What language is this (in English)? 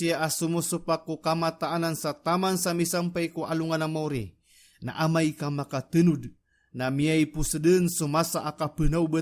Maranao